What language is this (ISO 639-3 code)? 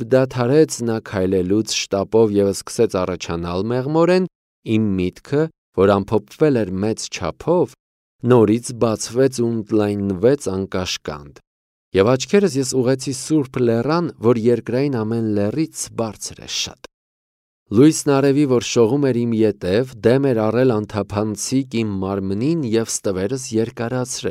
hye